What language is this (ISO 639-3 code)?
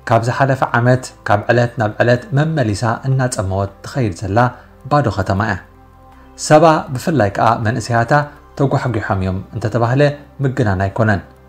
tir